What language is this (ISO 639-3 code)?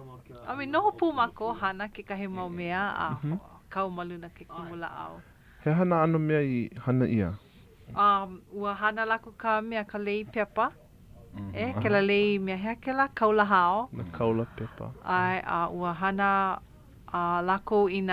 haw